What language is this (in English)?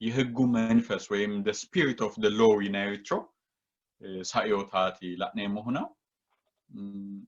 Sidamo